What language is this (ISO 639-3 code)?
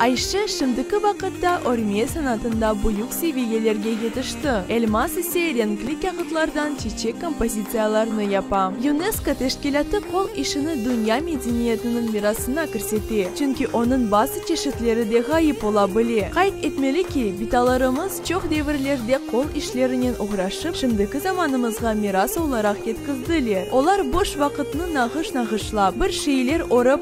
crh